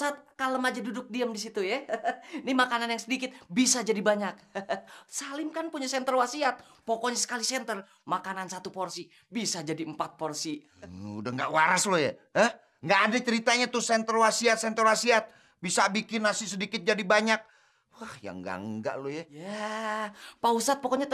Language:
Betawi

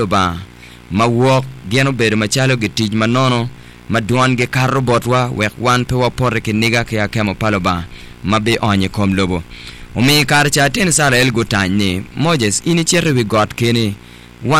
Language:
Acoli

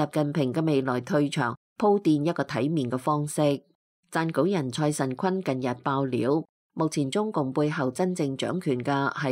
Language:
Cantonese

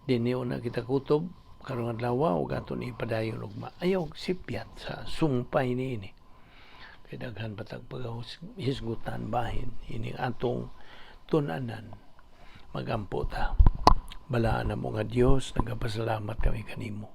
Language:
Cebuano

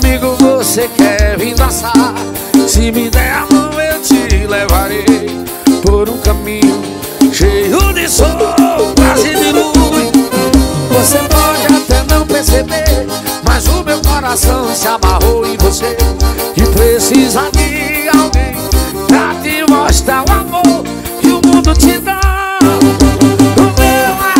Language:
Portuguese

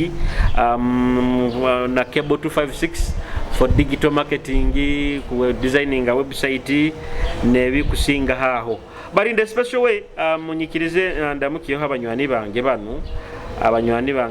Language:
Nyoro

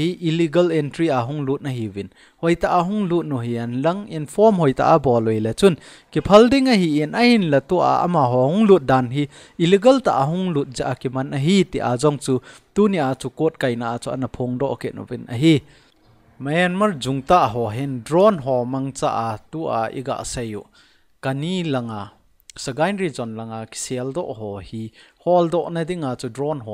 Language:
Thado Chin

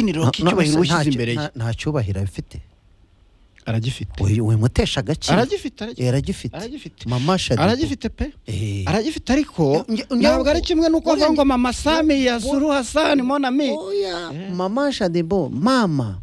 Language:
Kinyarwanda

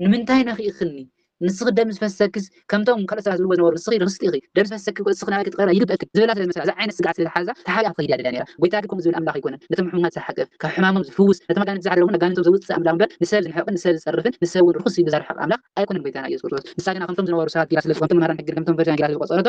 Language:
Tigrinya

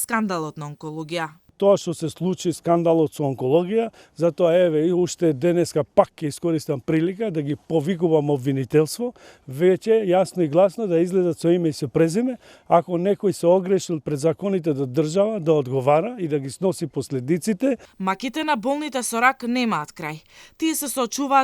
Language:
Macedonian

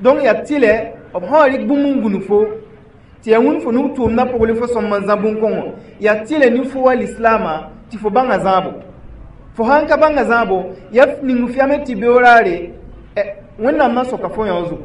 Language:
Mossi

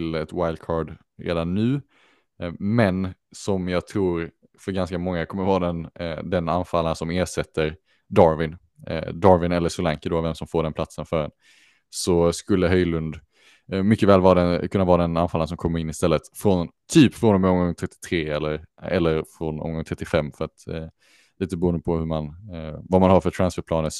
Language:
Swedish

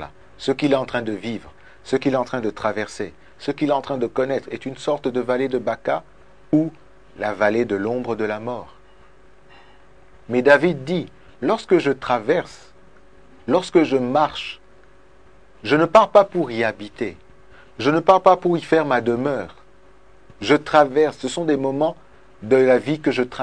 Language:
French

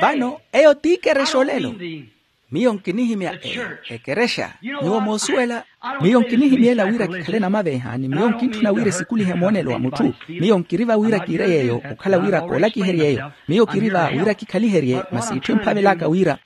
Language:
Makhuwa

